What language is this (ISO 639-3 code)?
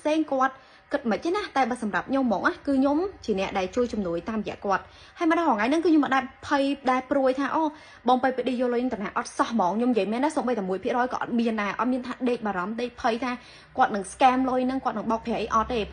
khm